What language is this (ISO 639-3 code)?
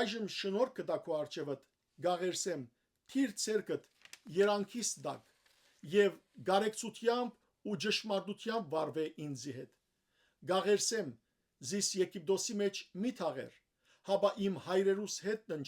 hyw